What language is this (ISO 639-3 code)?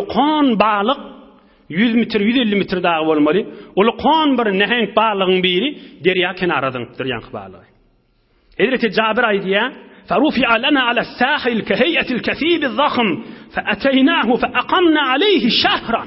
tuk